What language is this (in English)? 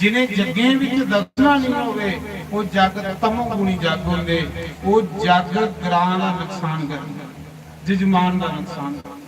Dogri